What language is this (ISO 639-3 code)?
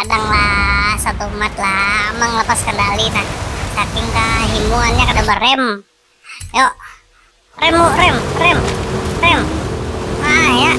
bjn